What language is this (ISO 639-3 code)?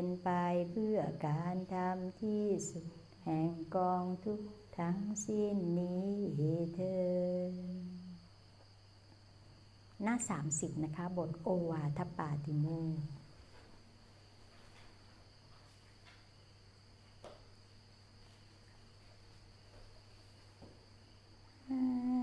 tha